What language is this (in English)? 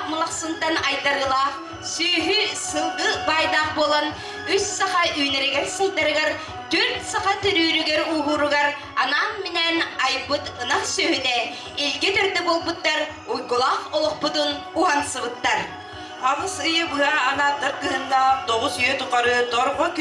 Yakut